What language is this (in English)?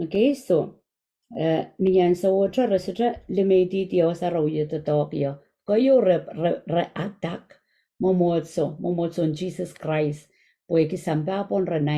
Pohnpeian